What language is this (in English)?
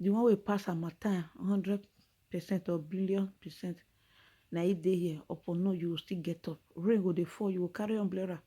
Nigerian Pidgin